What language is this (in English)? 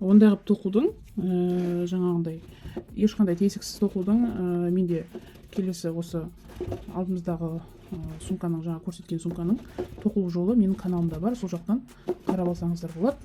Kazakh